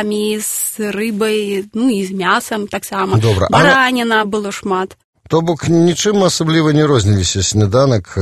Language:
Belarusian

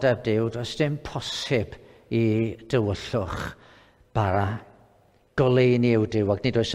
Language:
Welsh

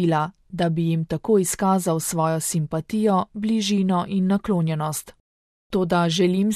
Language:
Slovenian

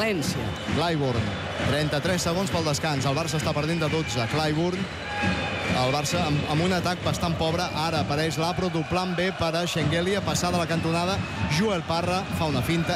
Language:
Catalan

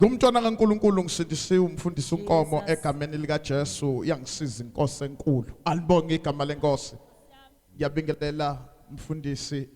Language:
Zulu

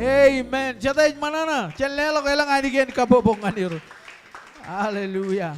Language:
Marshallese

